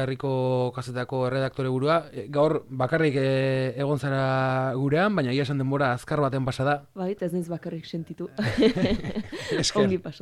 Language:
Basque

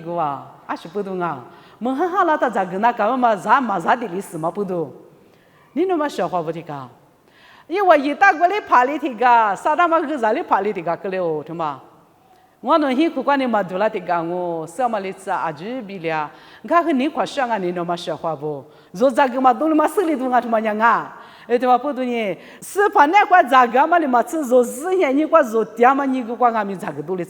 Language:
Lisu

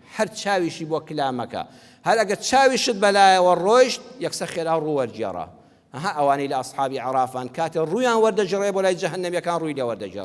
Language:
Central Kurdish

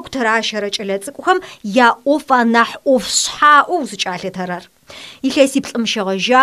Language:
Adyghe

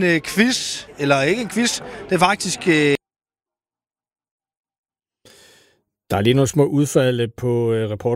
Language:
Danish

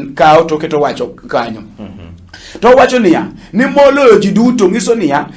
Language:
Luo (Kenya and Tanzania)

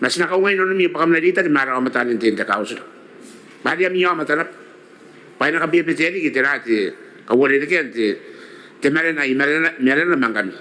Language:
Gilbertese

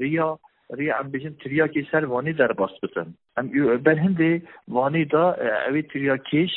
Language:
Kurdish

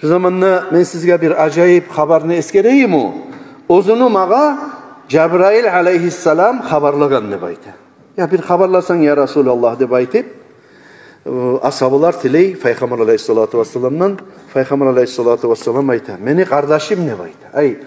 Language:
Kumyk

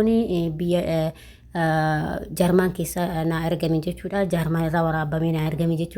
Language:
Oromo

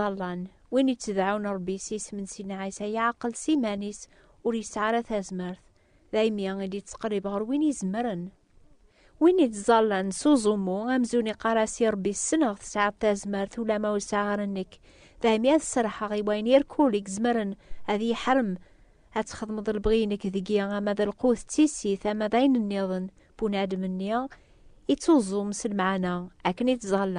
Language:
Kabyle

